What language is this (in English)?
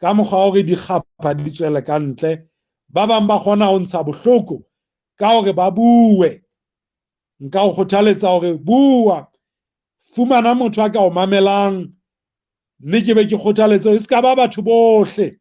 Southern Sotho